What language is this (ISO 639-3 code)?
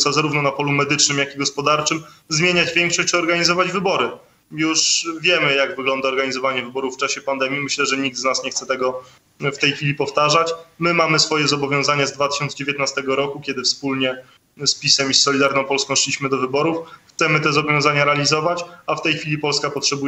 pol